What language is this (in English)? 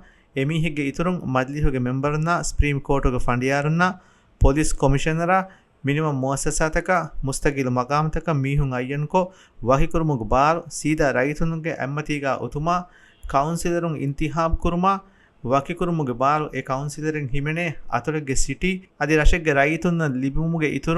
Divehi